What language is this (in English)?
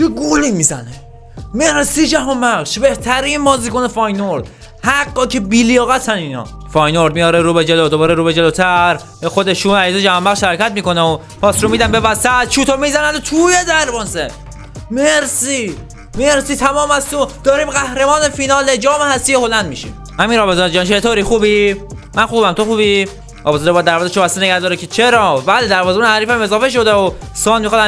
Persian